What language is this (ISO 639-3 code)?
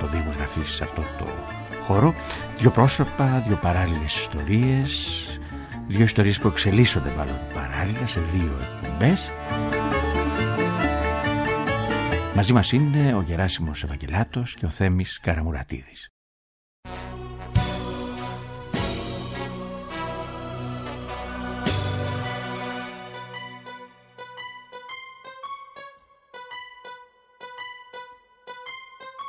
ell